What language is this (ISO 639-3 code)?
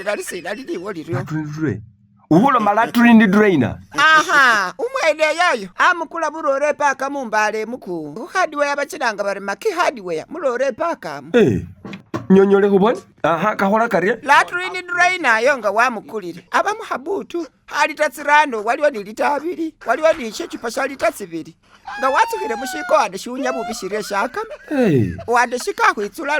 myx